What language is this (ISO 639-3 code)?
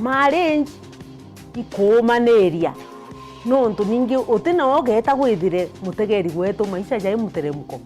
mer